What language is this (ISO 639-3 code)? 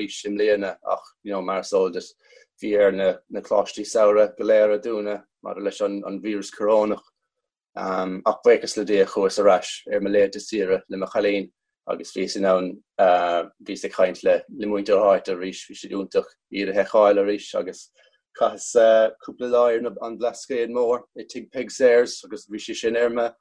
gle